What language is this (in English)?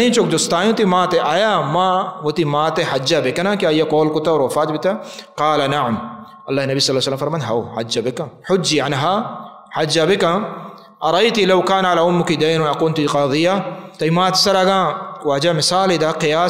Baluchi